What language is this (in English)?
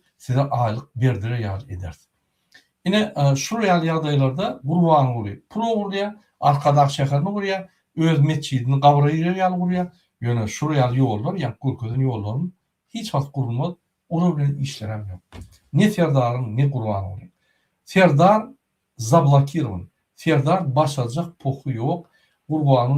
Turkmen